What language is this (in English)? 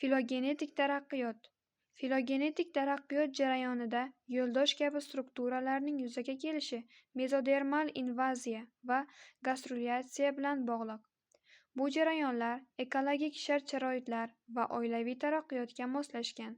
Uzbek